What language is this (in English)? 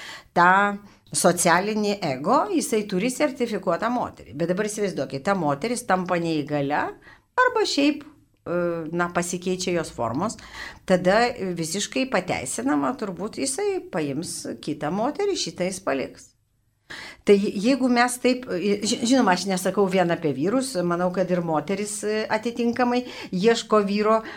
Lithuanian